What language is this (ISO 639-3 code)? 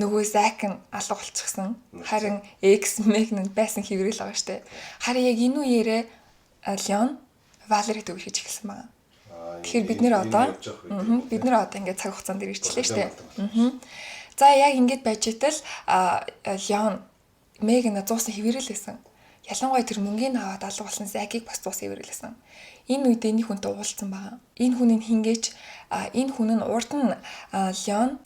mon